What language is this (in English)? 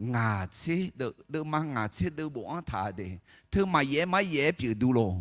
Akha